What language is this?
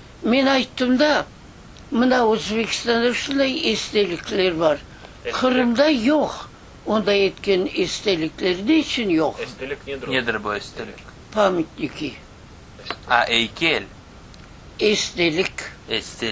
Crimean Tatar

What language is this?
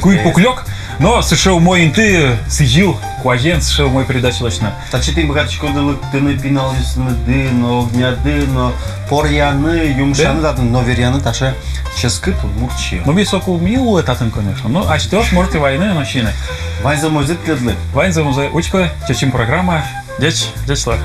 Udmurt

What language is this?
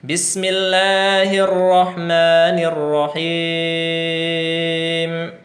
Tausug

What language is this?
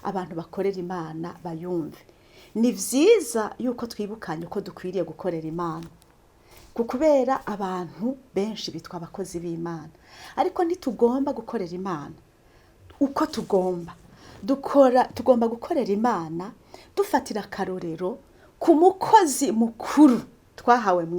Rundi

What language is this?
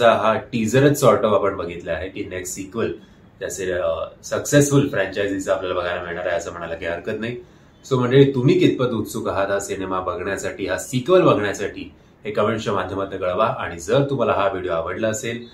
Marathi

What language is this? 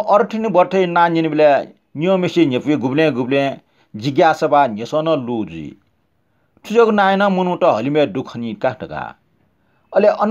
Newari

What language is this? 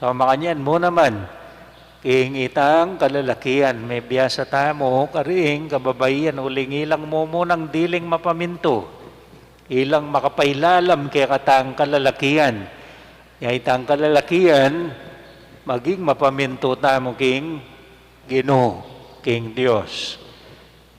Pampanga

